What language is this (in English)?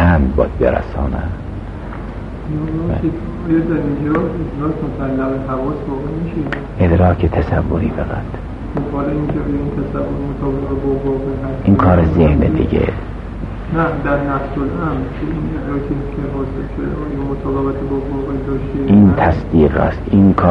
Persian